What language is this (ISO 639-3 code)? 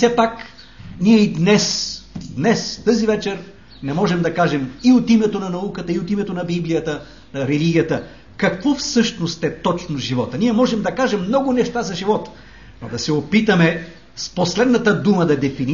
bul